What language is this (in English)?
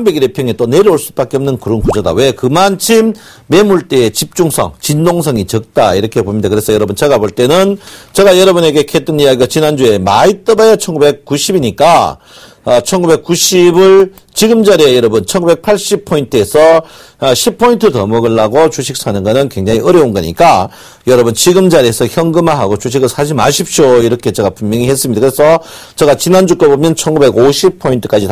Korean